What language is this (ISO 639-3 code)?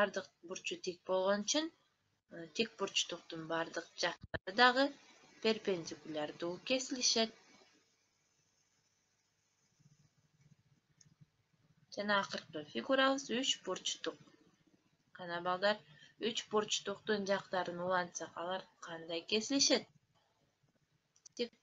kir